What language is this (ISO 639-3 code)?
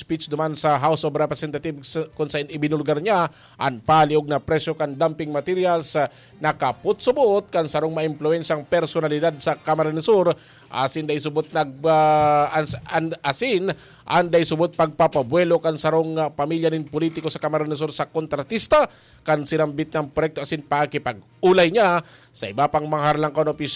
bik